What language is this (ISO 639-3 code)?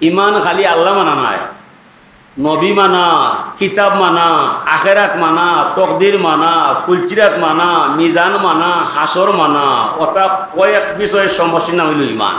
syl